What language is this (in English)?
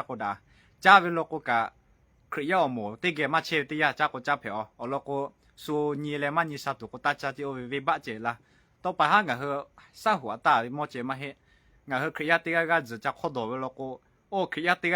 Lahu